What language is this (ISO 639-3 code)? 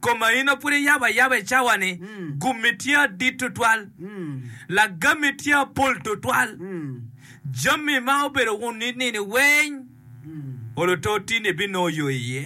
ach